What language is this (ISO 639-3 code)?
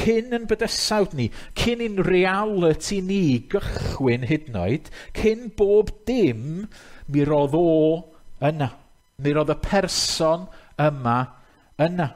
cym